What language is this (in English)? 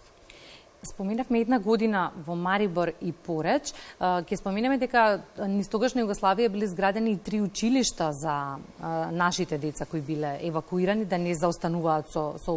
Macedonian